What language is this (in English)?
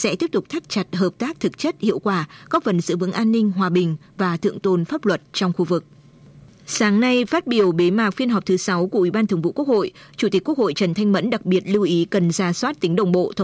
Vietnamese